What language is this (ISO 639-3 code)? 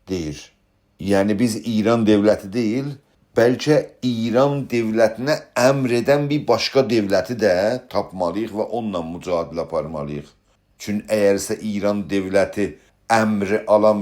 azb